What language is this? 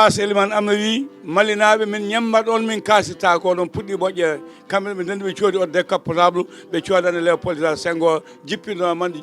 Fula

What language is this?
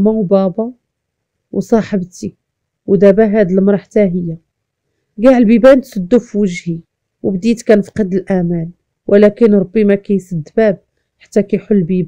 Moroccan Arabic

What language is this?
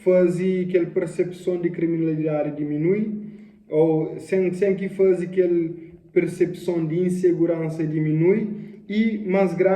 Kabuverdianu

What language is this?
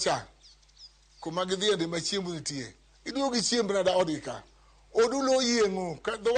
Luo (Kenya and Tanzania)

